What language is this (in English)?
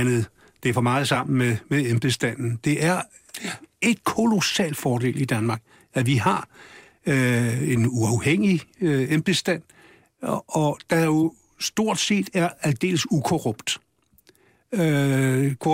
Danish